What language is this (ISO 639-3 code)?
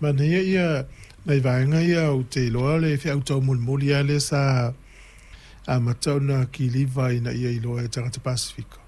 smo